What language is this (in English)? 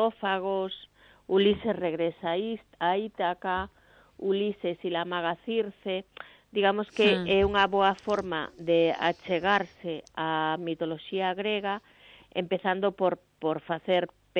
Galician